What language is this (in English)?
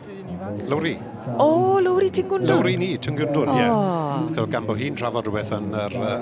Welsh